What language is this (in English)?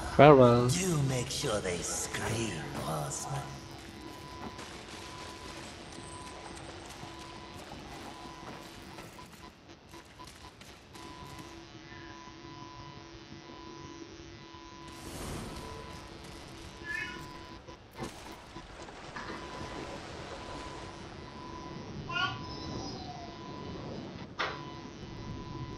Tamil